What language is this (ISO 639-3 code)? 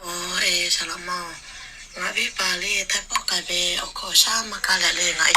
lhu